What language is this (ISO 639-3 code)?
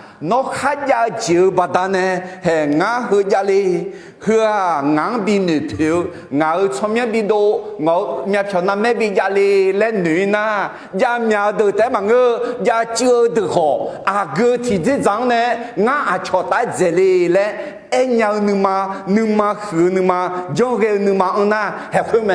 ahk